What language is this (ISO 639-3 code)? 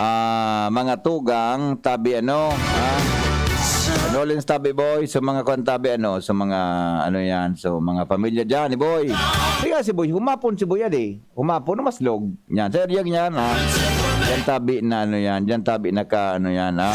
bik